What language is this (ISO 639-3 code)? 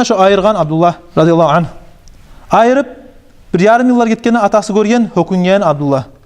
kum